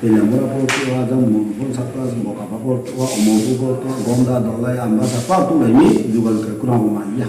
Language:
Riang (India)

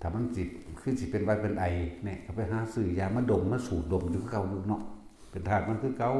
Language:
Northeastern Thai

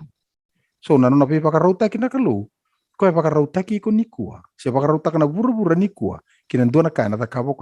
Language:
Fijian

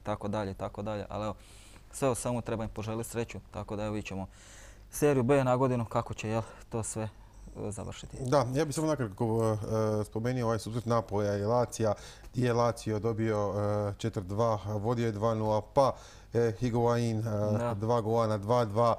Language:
Croatian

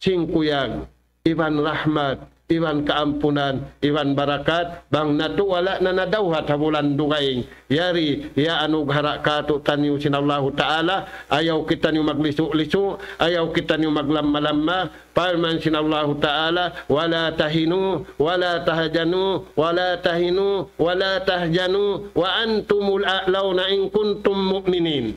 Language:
Tausug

